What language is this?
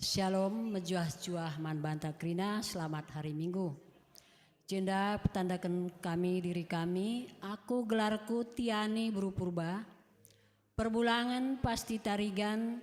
Batak Karo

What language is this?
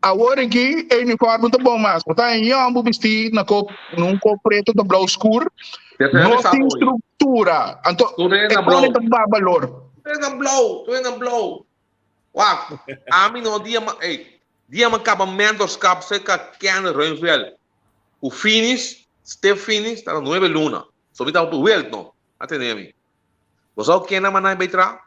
Papiamento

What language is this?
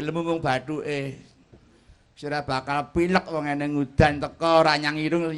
Javanese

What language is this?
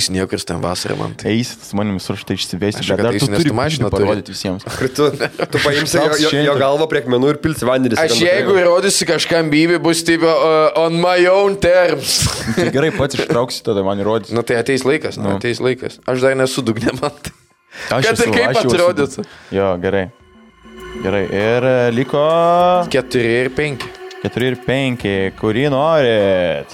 Lithuanian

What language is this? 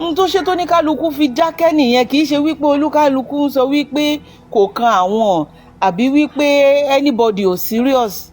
Yoruba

